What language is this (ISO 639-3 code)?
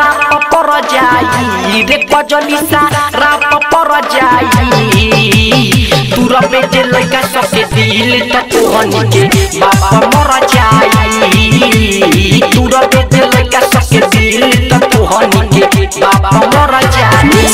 bho